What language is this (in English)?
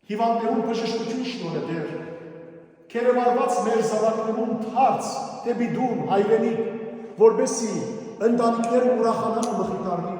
Western Armenian